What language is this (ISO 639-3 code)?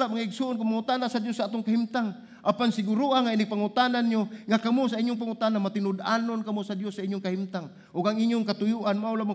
ceb